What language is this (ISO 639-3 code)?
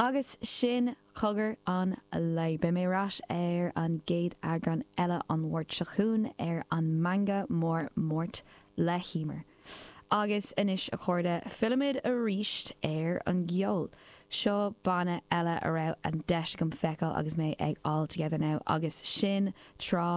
gle